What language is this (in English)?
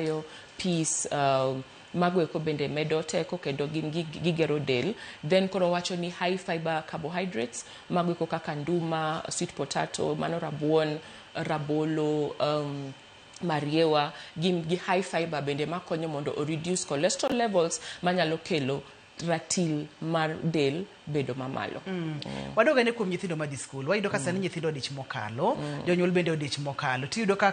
Luo (Kenya and Tanzania)